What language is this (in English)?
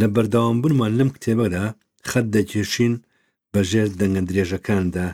Central Kurdish